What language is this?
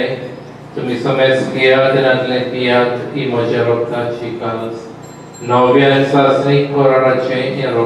Konkani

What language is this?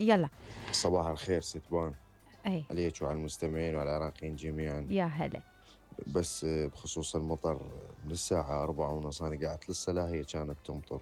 Mesopotamian Arabic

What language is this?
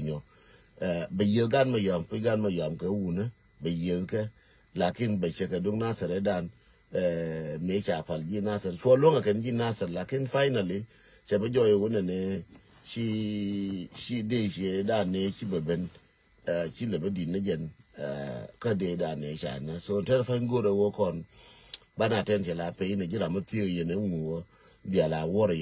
Nuer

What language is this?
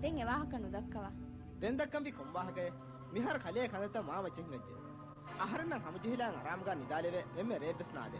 Divehi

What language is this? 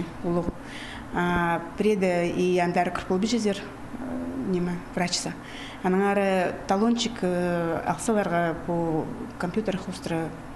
Khakas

